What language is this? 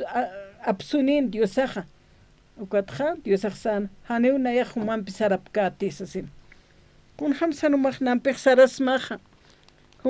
Aymara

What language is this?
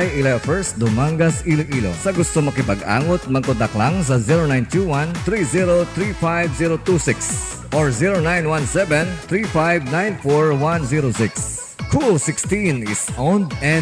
Hiligaynon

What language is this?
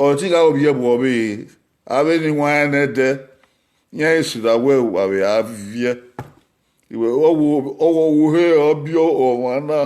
Bini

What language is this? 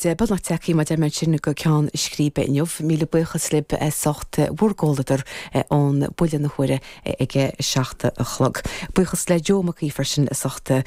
Irish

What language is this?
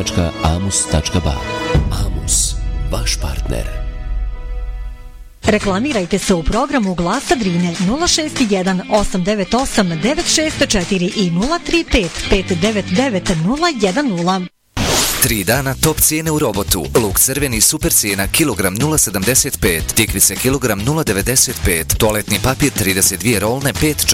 Bosnian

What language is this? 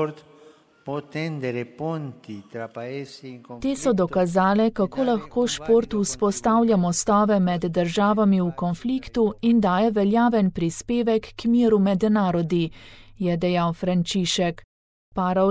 Slovenian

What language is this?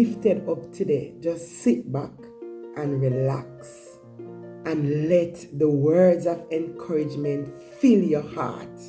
Jamaican Creole English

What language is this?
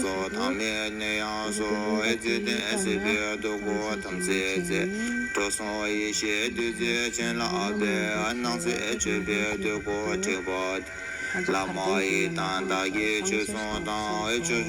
Tibetan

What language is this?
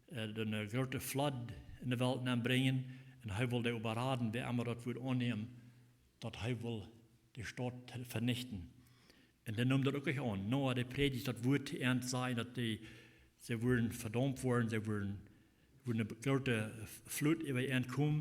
Plautdietsch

